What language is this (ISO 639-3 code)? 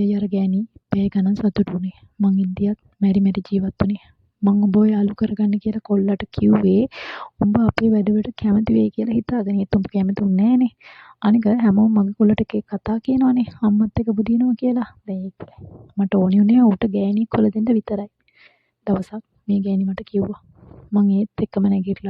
sin